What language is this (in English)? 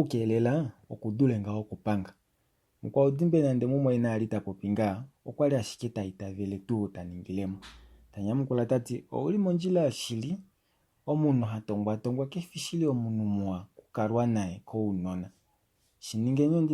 Kuanyama